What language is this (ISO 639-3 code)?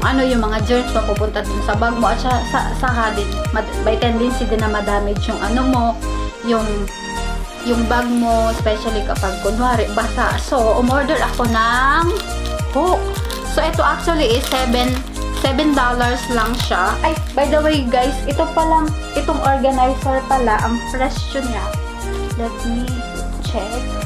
fil